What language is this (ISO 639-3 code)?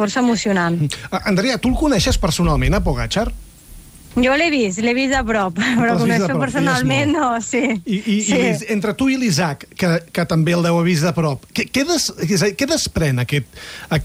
cat